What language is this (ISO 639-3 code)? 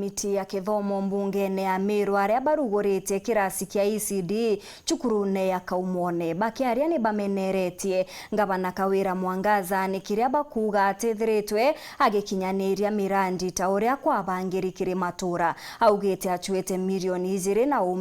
mer